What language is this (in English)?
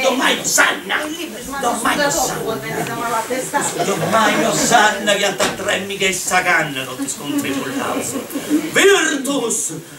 Sardinian